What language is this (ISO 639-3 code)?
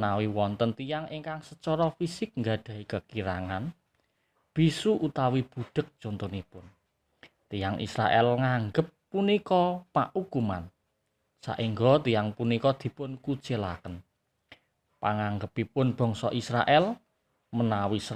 jav